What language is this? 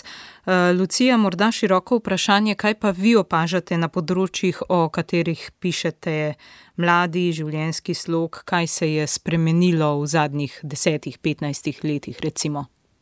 Slovenian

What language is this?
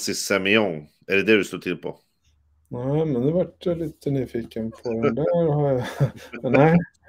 Swedish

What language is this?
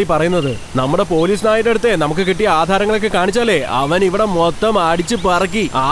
Malayalam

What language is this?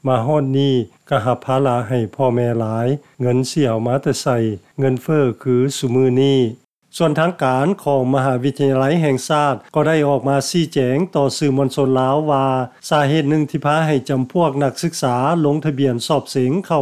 Lao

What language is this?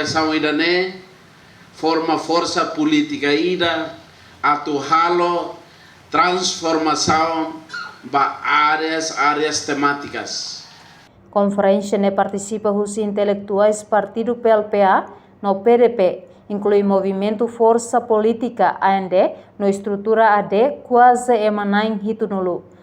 Tetum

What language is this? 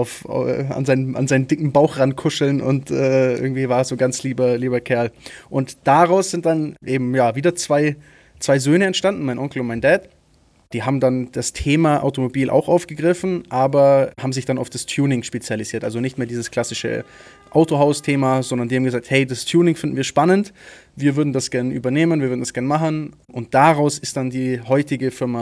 German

